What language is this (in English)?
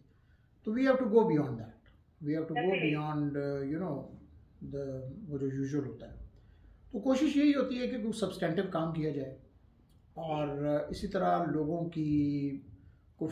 Hindi